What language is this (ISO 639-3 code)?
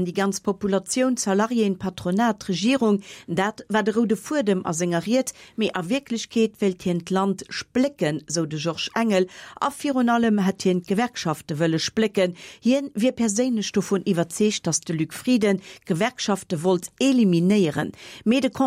ltz